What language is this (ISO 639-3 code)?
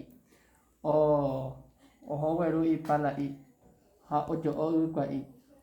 grn